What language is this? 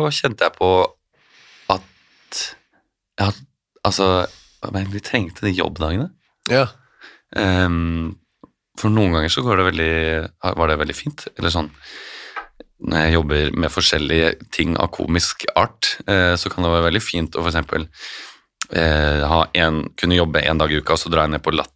Norwegian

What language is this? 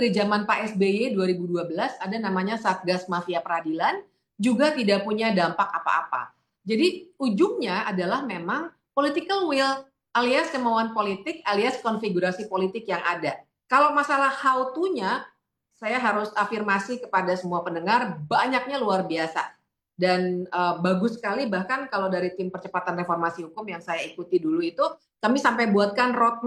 Indonesian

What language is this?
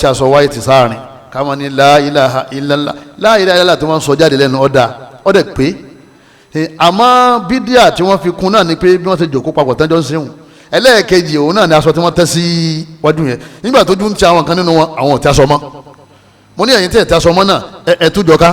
Yoruba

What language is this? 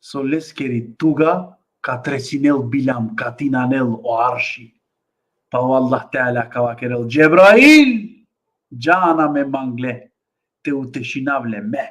Balkan Romani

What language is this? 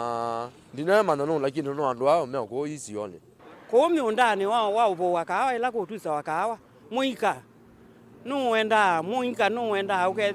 Kamba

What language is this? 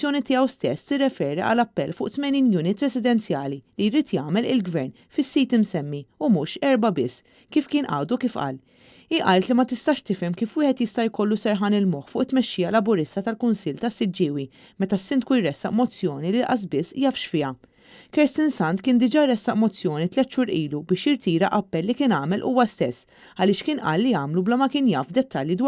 Maltese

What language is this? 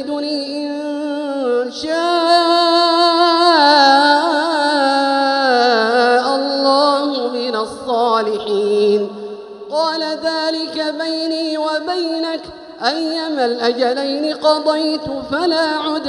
Arabic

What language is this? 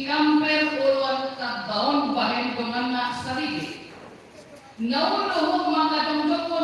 Batak Toba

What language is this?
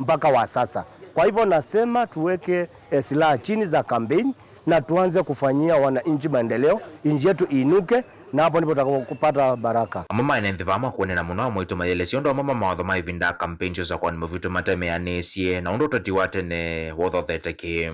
Kamba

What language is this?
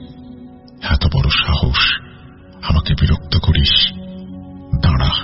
Bangla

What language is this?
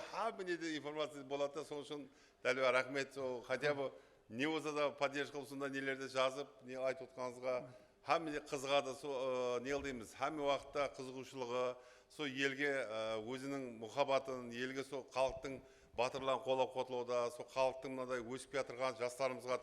Kara-Kalpak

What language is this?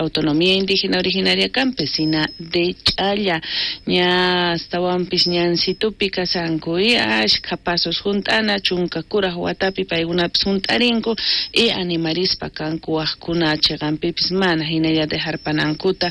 South Bolivian Quechua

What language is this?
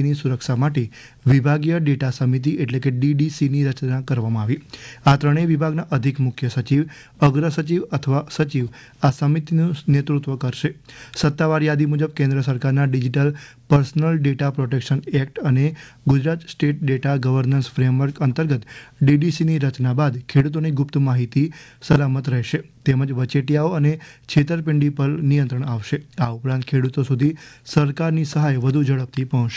Gujarati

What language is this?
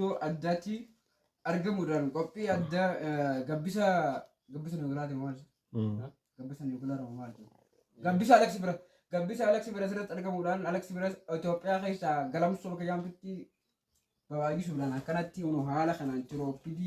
Oromo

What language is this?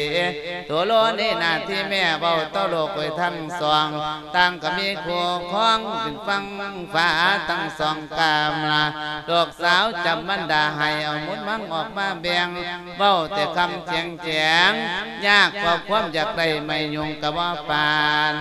Lao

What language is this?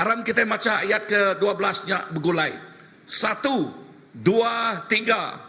Iban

